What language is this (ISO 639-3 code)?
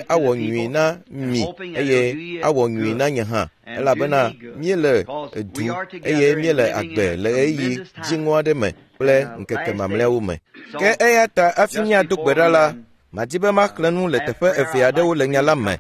ewe